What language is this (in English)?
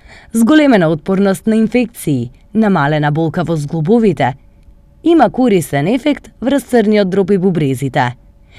Macedonian